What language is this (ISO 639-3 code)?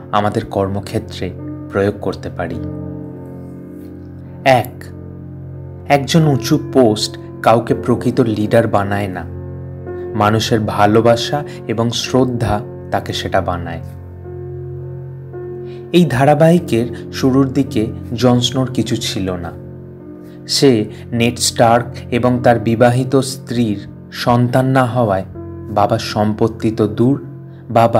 ben